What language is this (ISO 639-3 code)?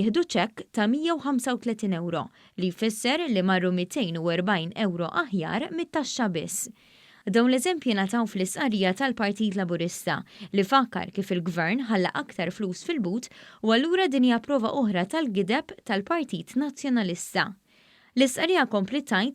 mlt